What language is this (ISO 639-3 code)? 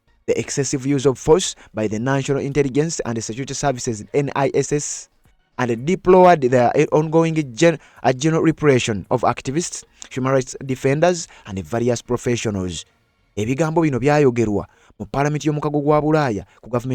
lug